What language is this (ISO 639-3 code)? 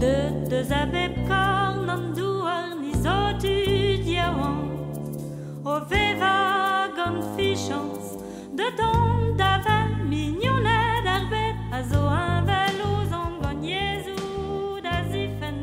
bre